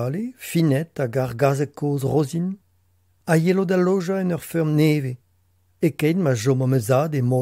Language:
Breton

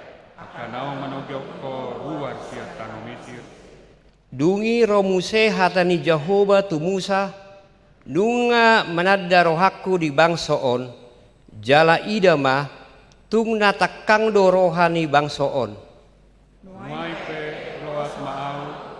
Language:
Batak Toba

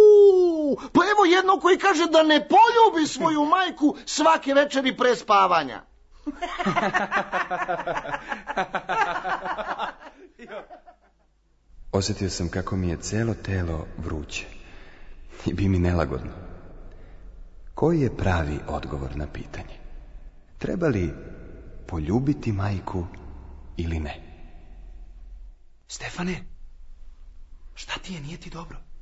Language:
Serbian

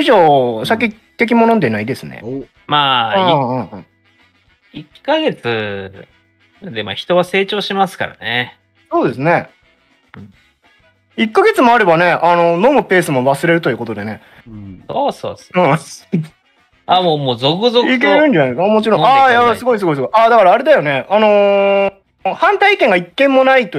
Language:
Japanese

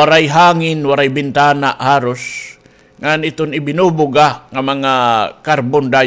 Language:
Waray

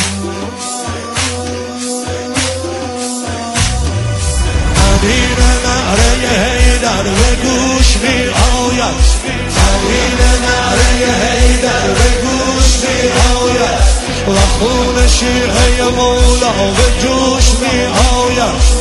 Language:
Persian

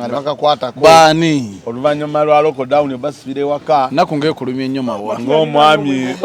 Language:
Ganda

